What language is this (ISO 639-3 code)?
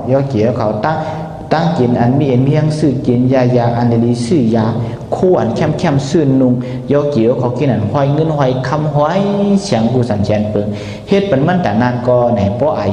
shn